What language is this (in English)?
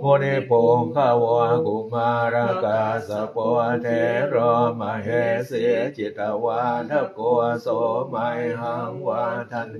Pali